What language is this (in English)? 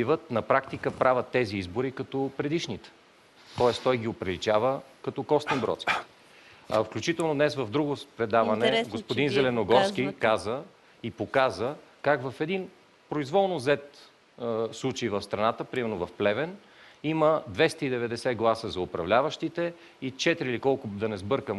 Bulgarian